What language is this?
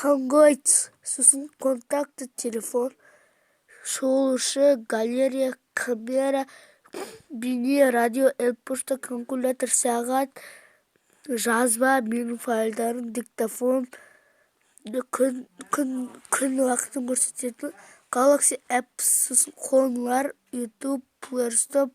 Kazakh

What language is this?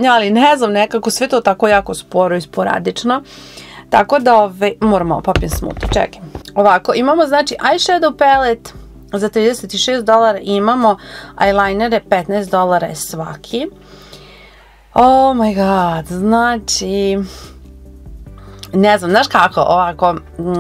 Croatian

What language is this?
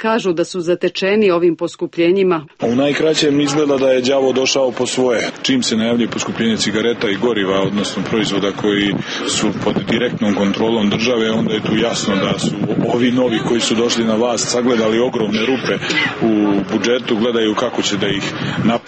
Serbian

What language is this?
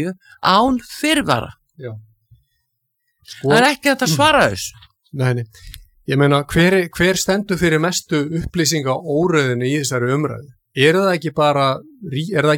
Icelandic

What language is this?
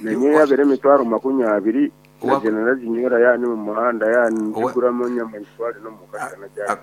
Nyankole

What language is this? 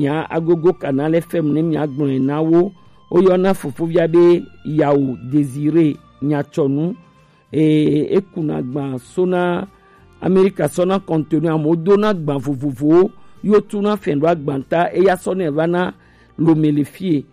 Gen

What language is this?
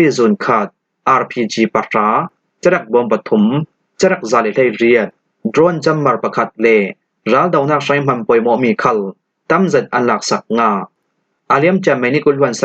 Falam Chin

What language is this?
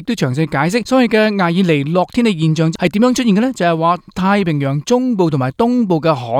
Cantonese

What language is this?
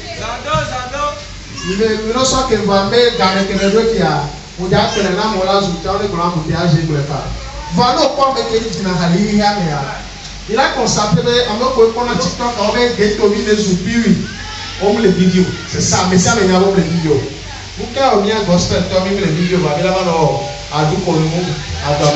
Ewe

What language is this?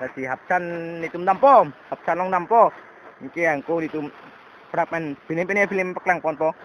Karbi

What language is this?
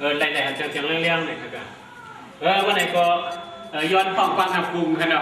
Shan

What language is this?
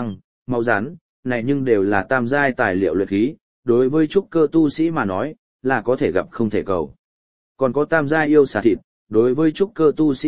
Vietnamese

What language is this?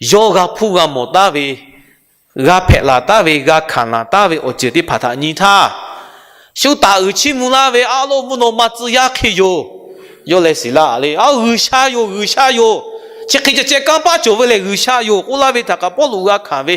Lahu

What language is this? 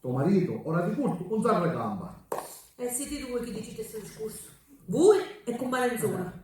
Sicilian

